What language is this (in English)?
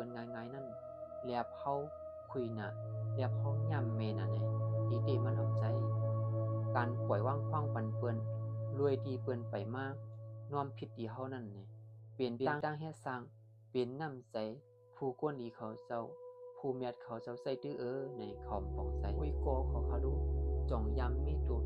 Shan